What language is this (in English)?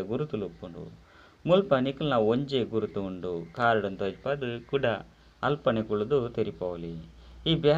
Tulu